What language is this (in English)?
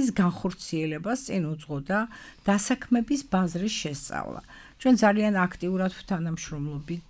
Georgian